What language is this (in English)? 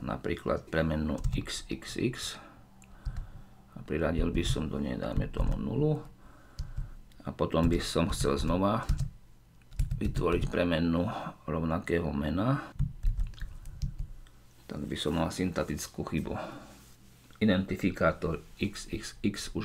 Slovak